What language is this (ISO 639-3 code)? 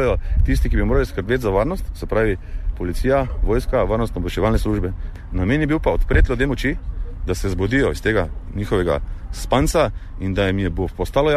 slv